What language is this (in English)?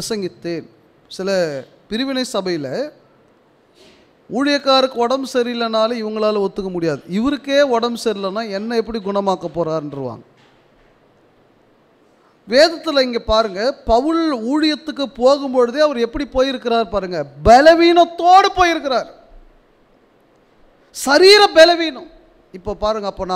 Tamil